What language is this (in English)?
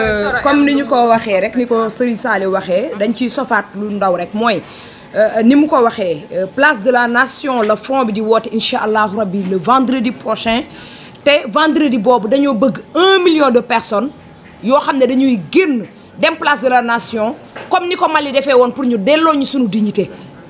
Wolof